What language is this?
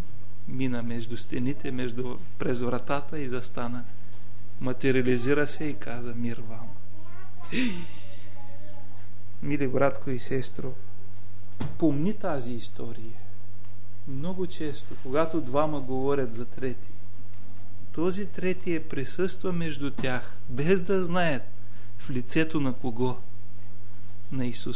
Bulgarian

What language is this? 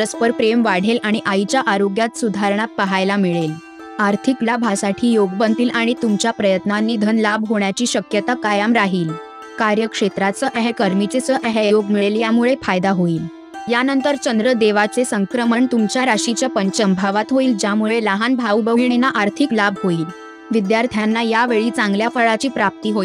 Marathi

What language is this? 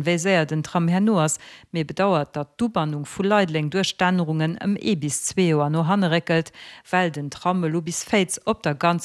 Luxembourgish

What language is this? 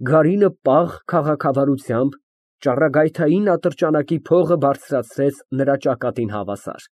Armenian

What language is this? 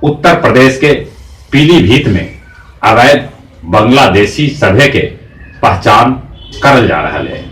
Magahi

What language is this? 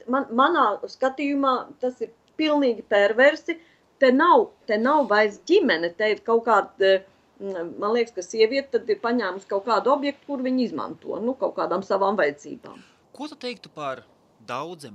Latvian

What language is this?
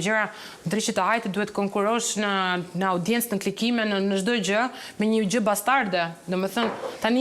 Albanian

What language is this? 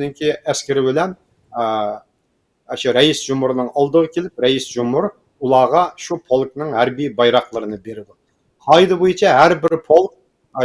Uyghur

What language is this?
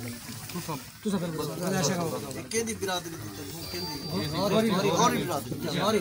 Saraiki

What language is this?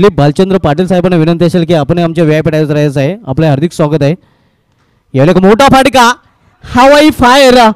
Marathi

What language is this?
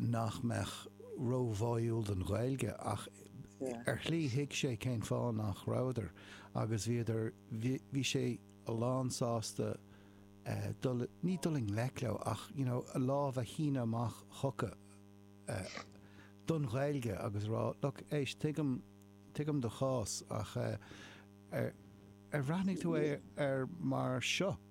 Irish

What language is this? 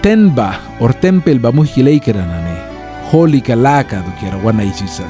Mískito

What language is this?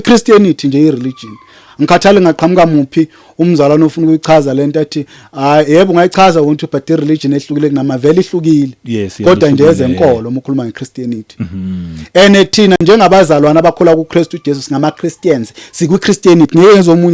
Zulu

